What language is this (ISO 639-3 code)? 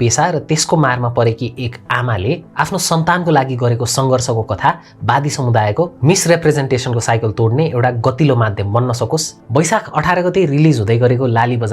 nep